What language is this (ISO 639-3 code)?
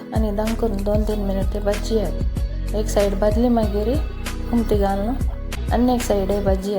kok